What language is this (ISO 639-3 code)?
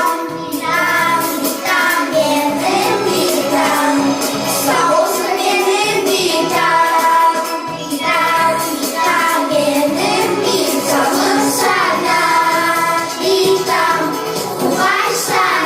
crh